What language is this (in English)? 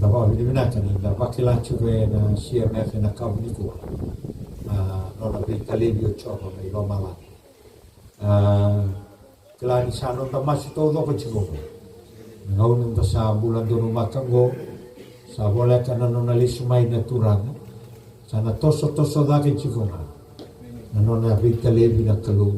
Fijian